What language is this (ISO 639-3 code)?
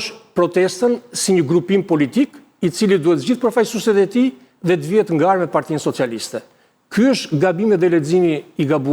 sqi